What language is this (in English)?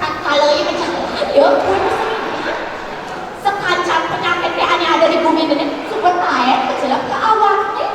Balinese